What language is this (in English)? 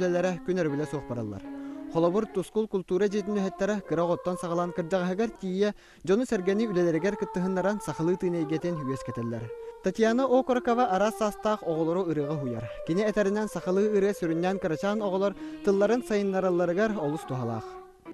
Yakut